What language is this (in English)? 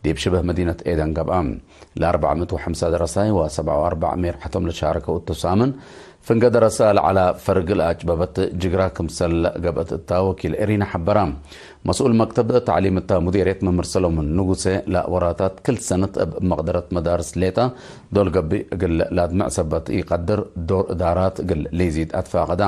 Tigre